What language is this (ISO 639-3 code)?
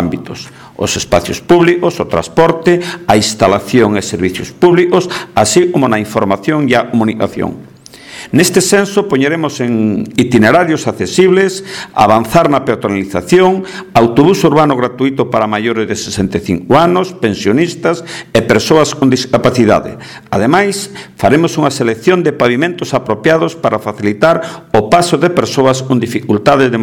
glg